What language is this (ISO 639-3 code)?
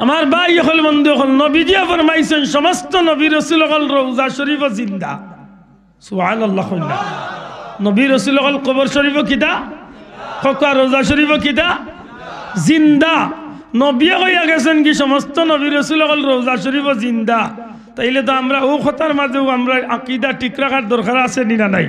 syl